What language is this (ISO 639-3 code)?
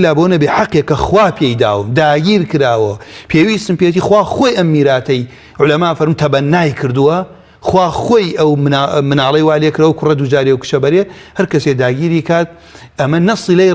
ckb